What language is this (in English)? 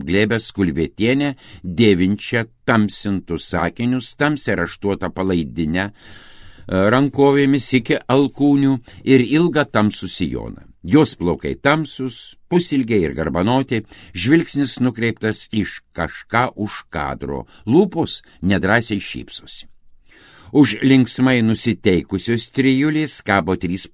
Lithuanian